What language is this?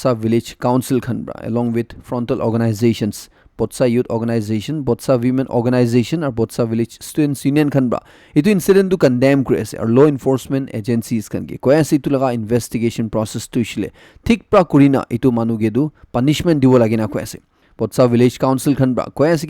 Naga Pidgin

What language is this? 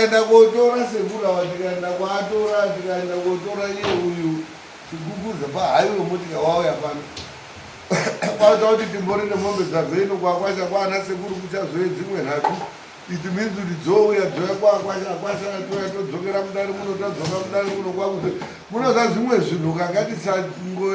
Shona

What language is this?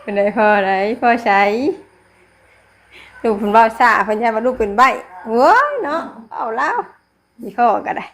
Northeastern Thai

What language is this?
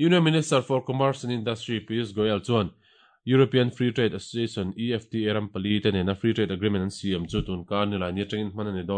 Mizo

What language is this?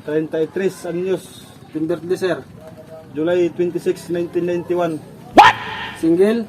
Waray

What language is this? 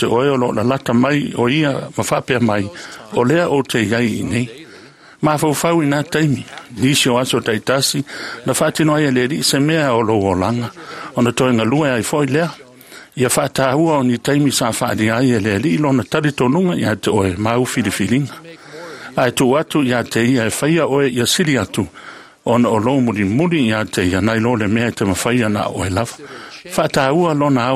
Samoan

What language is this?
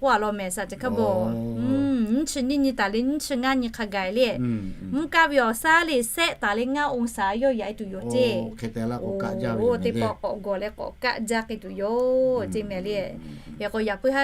Lahu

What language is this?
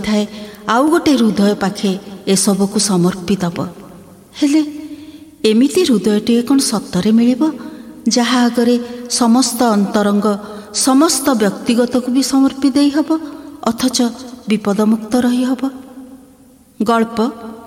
Odia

